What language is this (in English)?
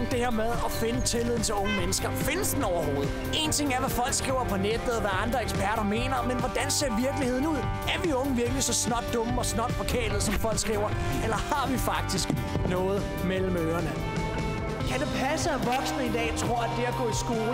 Danish